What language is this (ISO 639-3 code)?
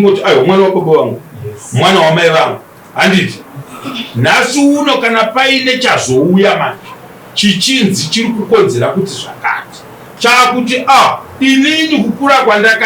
sna